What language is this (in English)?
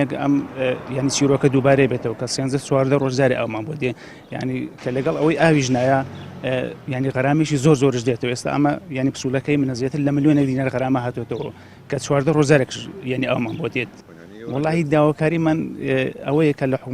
Central Kurdish